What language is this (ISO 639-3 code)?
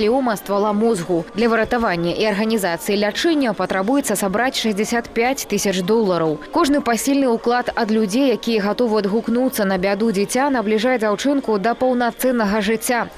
bel